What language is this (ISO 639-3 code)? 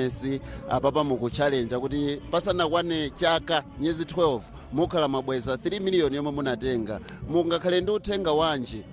nya